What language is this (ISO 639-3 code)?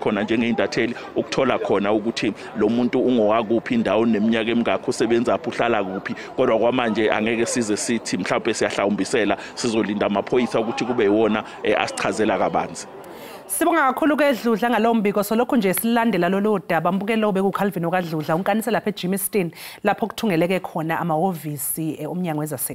zul